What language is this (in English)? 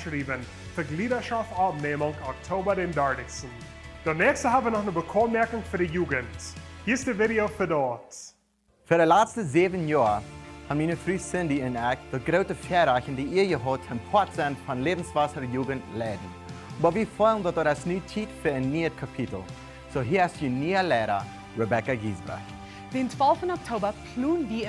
Plautdietsch